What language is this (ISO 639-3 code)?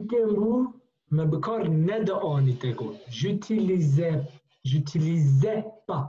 kur